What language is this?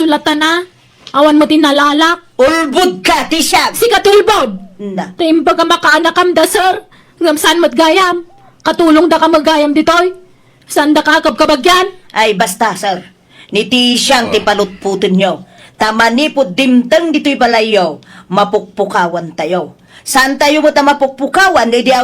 Iloko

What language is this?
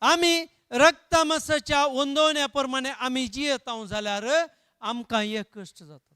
Konkani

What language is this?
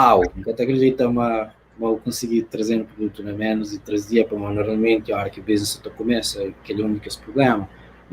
Kabuverdianu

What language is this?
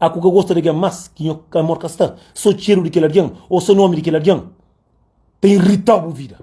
Kabuverdianu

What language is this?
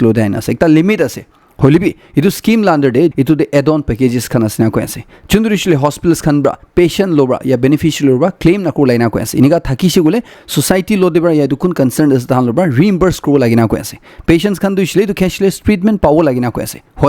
Naga Pidgin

